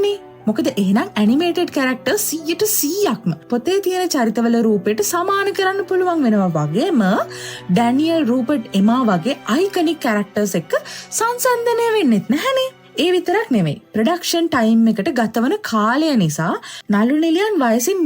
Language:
Sinhala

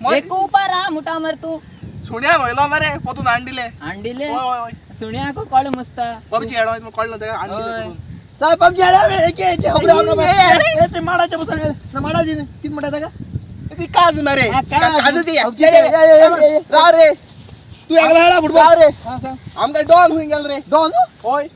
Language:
Konkani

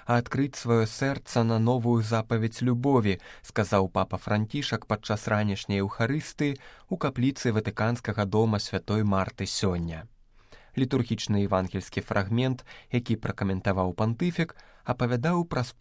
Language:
Belarusian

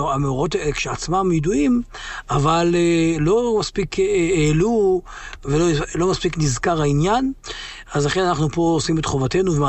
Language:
Hebrew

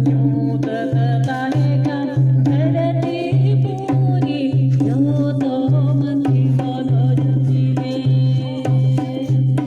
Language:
Santali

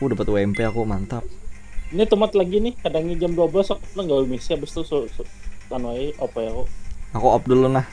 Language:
Banjar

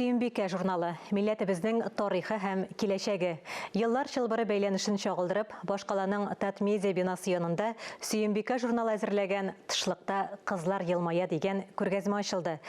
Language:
Tatar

